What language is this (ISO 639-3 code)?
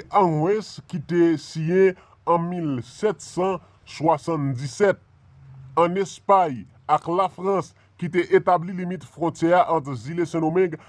hat